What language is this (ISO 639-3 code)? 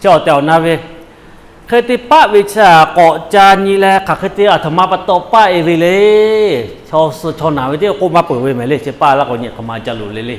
lhu